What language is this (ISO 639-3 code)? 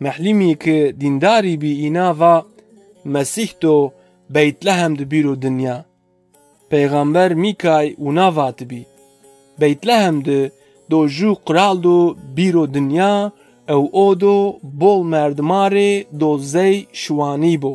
zza